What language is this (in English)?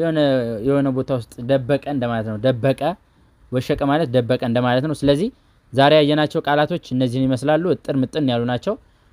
Amharic